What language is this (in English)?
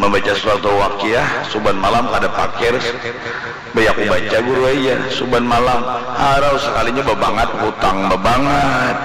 Banjar